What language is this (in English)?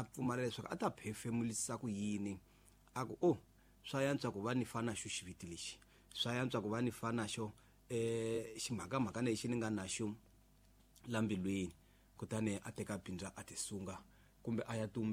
Tsonga